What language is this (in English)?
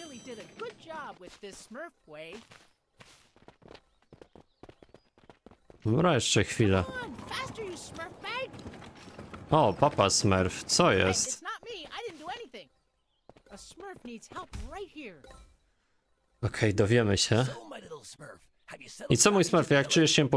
Polish